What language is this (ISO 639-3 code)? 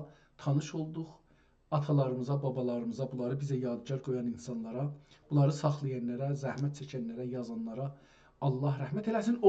azb